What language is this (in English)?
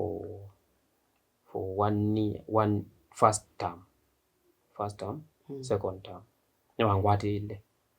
Kamba